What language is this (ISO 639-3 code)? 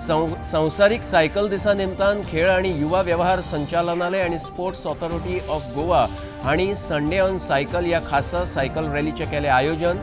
kok